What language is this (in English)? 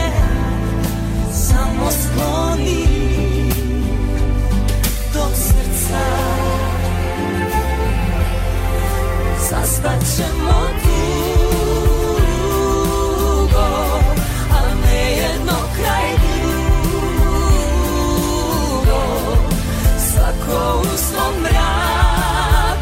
Croatian